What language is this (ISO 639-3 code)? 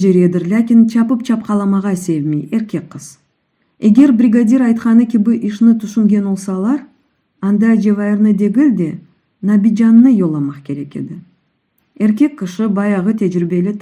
crh